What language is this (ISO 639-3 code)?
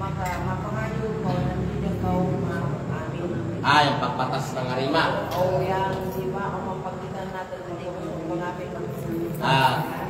kqe